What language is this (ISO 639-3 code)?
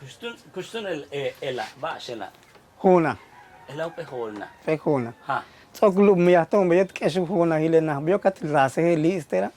yua